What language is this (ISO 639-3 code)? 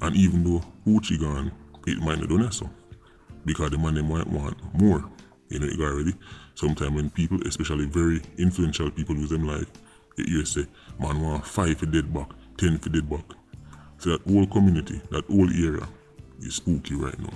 jam